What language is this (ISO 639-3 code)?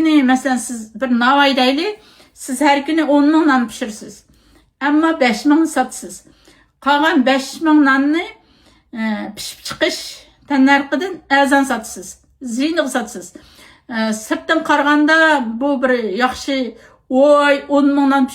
uig